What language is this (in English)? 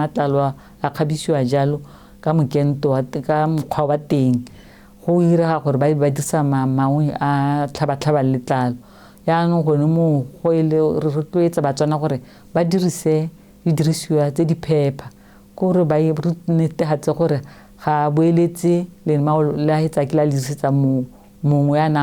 Tswana